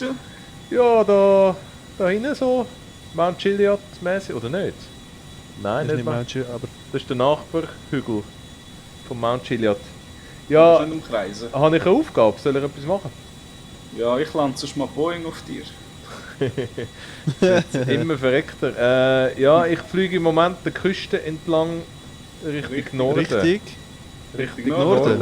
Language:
Swiss German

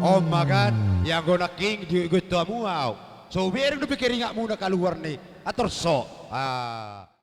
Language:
Batak Toba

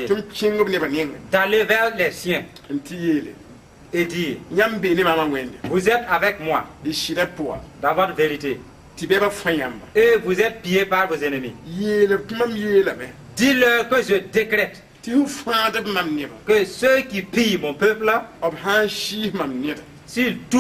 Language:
Mossi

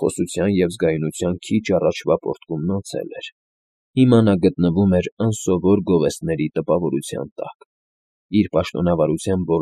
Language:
Armenian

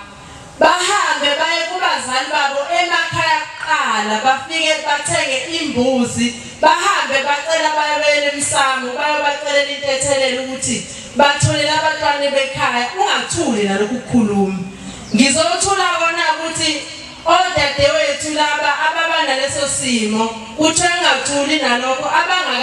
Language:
Zulu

